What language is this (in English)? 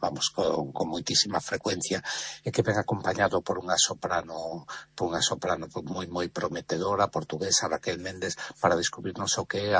Galician